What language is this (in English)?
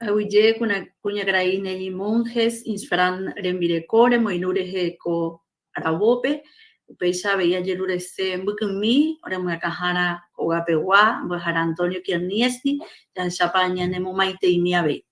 Guarani